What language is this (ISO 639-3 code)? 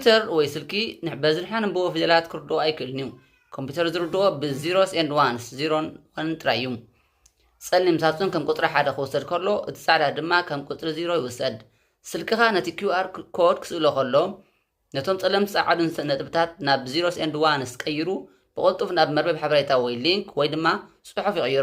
tir